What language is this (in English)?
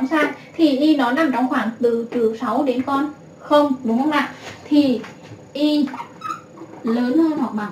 Vietnamese